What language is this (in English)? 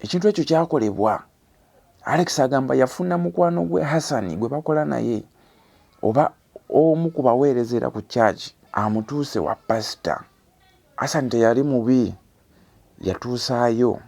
Ganda